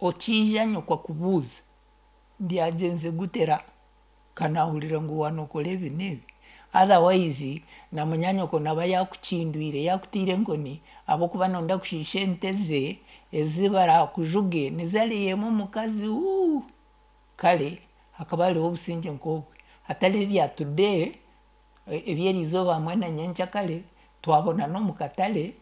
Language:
Nyankole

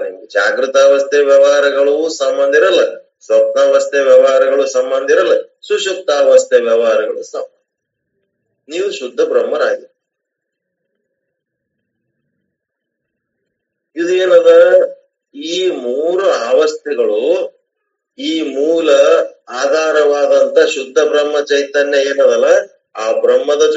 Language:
Kannada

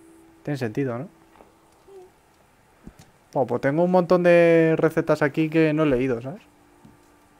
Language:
Spanish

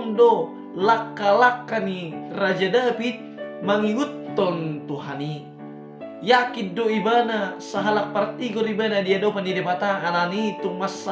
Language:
Batak Toba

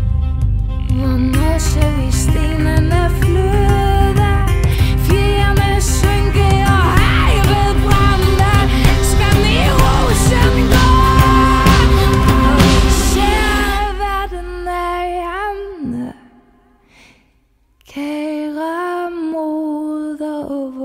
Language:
Danish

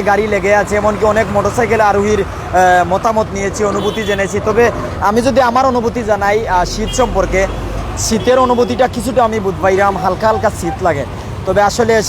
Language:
Sylheti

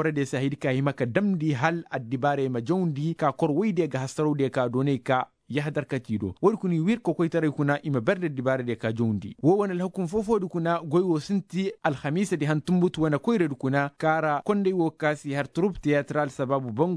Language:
Koyraboro Senni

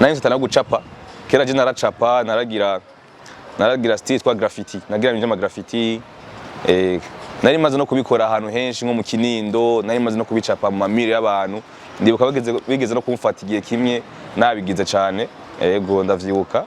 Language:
Rundi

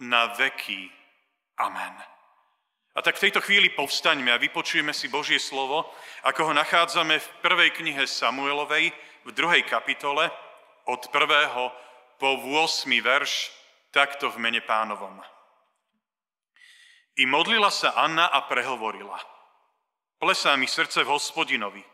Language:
Slovak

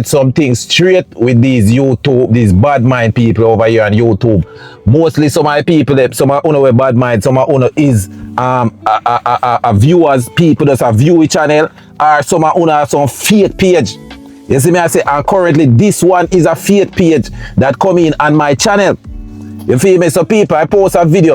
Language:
Jamaican Creole English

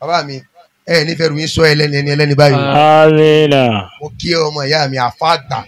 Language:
Yoruba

